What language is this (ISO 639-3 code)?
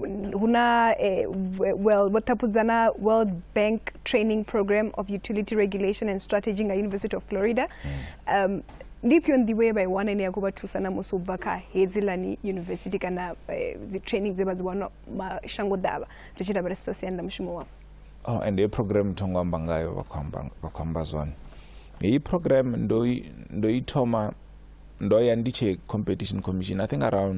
ven